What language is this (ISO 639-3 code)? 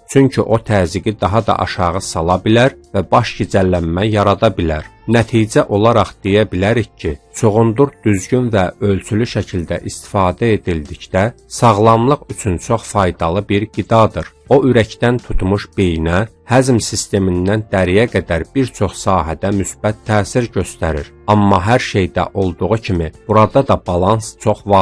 aze